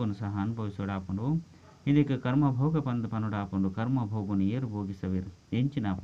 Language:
Tulu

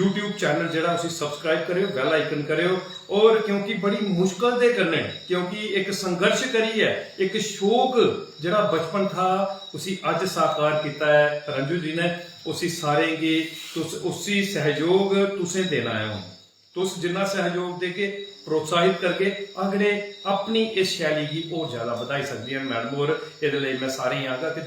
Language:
Dogri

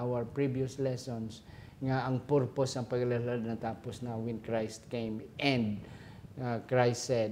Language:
Hiligaynon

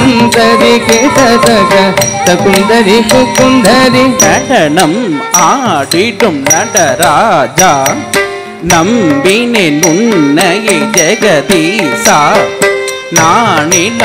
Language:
Tamil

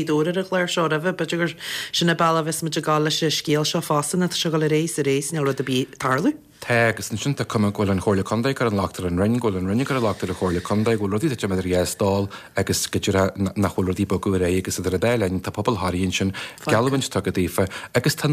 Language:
Irish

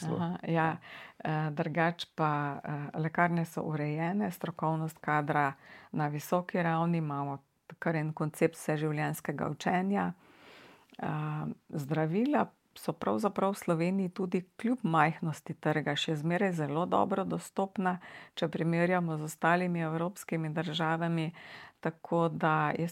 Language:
Slovenian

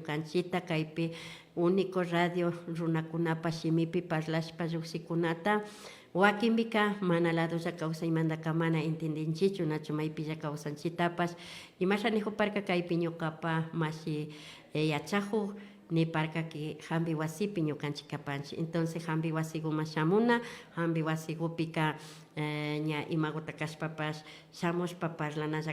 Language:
Imbabura Highland Quichua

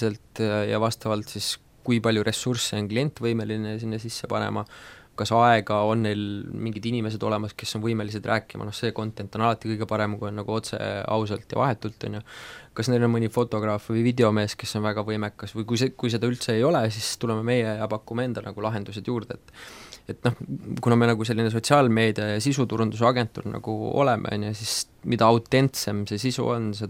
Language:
Estonian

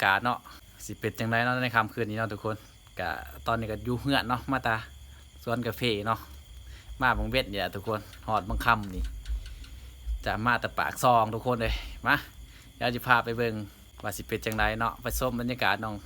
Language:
Lao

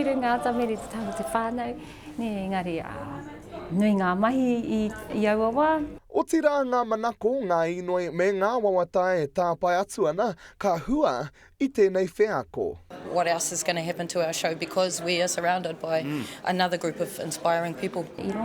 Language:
Māori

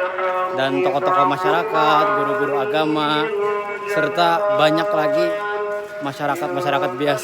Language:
Banjar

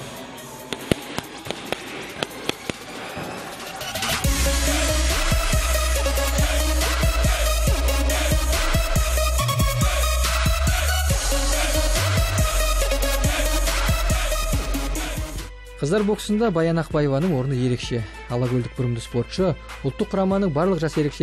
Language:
Kazakh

